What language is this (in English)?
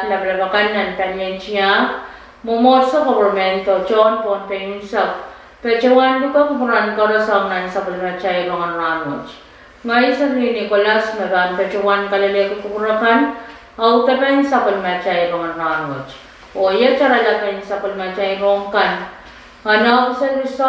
Pohnpeian